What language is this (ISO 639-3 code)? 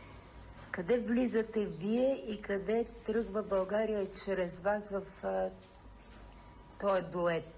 bul